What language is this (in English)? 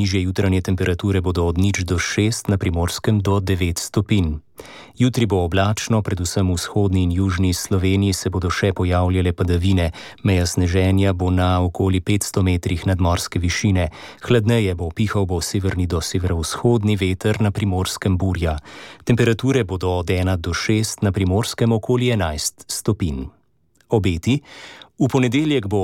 Slovenian